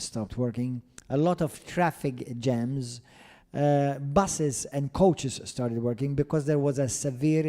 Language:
English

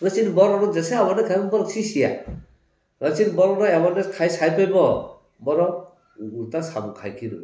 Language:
Kok Borok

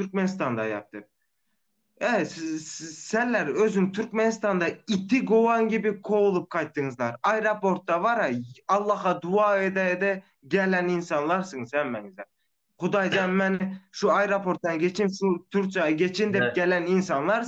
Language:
Turkmen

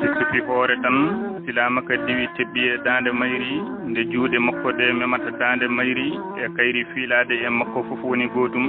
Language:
Fula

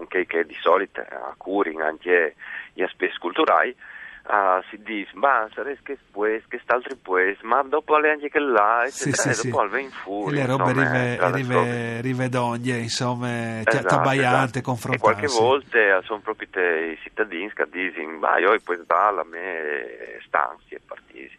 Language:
Friulian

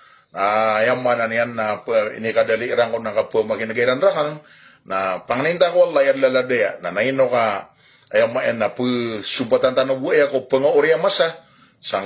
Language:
Maranao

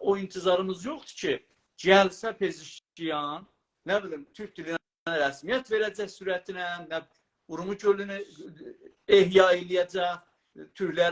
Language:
South Azerbaijani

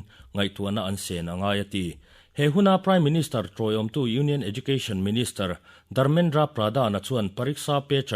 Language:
Mizo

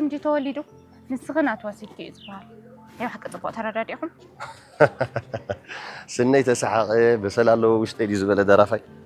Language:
Tigrinya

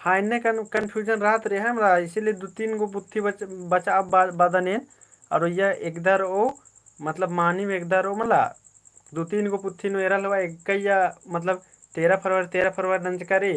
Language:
Kurukh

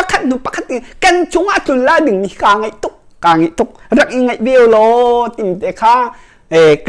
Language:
Hakha Chin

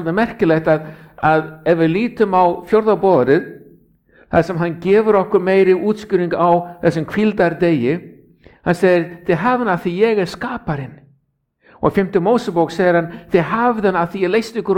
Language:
Icelandic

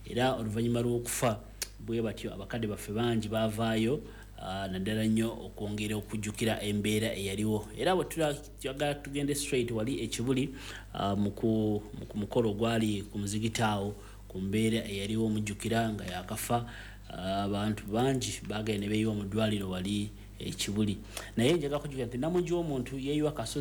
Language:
Ganda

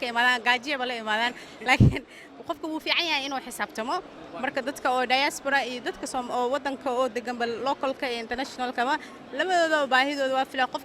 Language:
Somali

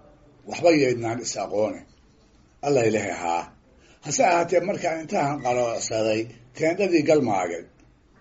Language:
Somali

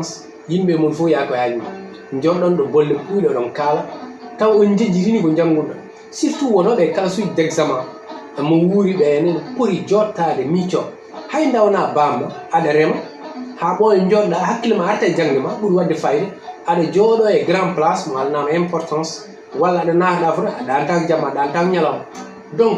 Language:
Fula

